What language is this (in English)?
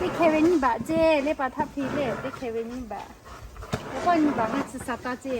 Lahu